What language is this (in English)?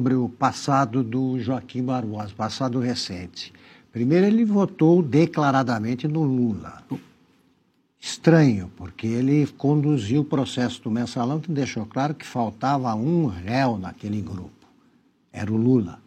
Portuguese